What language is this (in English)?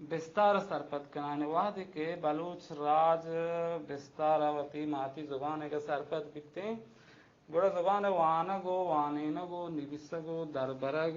Baluchi